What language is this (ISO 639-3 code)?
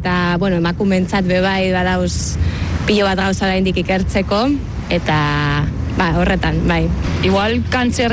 eus